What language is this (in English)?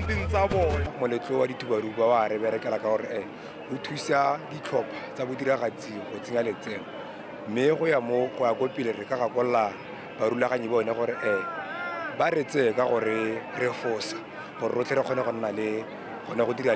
Tswana